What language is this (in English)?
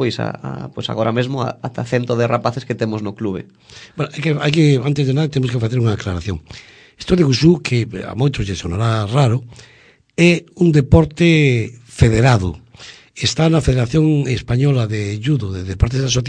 Galician